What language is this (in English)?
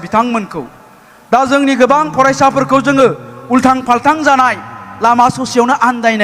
Bodo